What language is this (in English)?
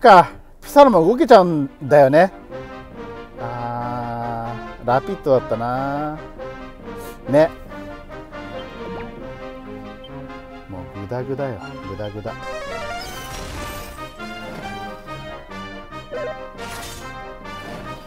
Japanese